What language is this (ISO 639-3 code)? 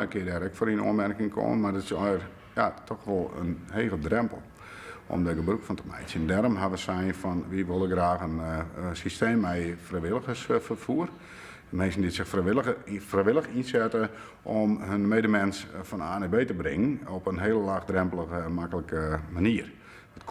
fry